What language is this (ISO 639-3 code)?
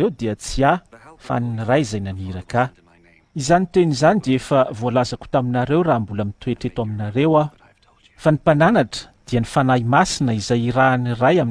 mlg